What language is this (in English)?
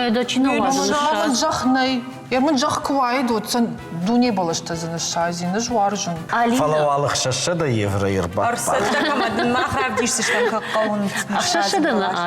Ossetic